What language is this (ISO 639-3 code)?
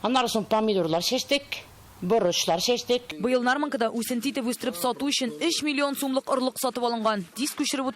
tat